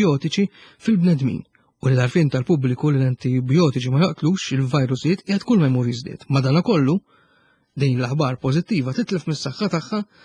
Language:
Maltese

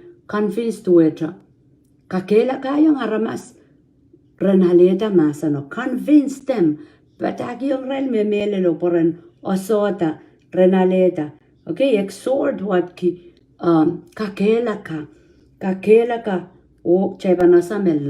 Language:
Pohnpeian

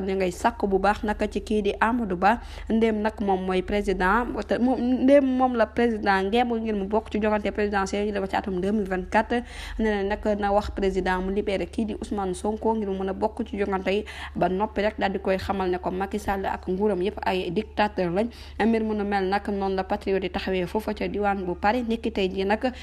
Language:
Wolof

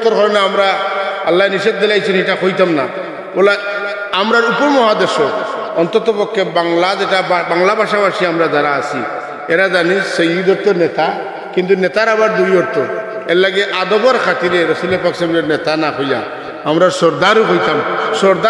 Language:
Sylheti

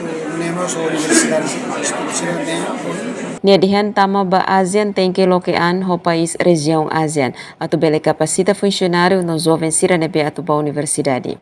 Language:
Tetum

